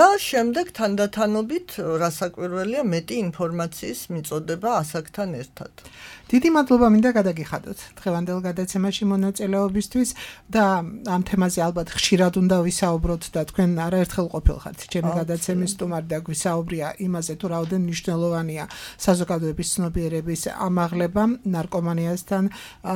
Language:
Georgian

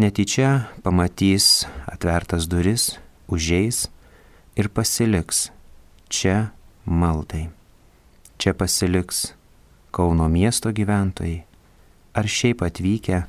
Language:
Lithuanian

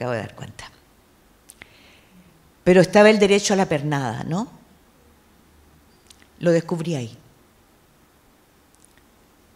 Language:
Spanish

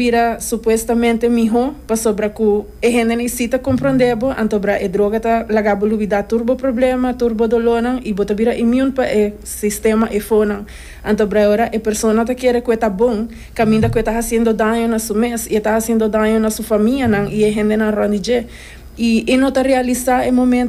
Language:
Papiamento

